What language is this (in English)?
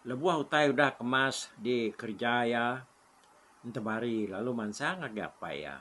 Iban